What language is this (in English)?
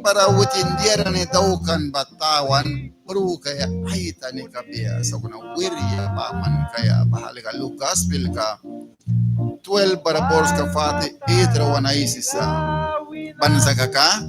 Mískito